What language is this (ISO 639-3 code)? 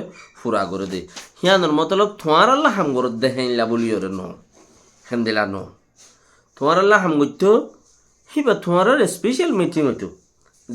rhg